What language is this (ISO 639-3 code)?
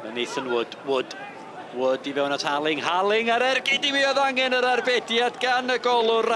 cym